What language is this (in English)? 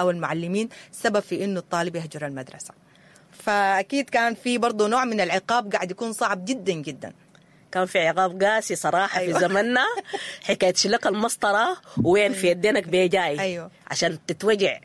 Sudanese Arabic